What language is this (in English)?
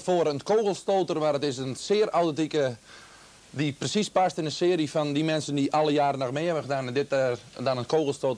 Dutch